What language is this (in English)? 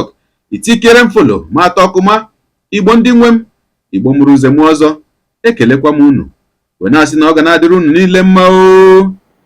Igbo